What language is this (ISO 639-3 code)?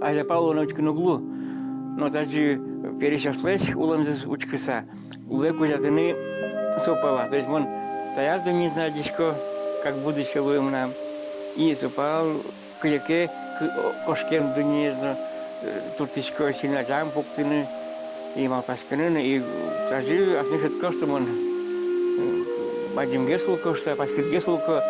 udm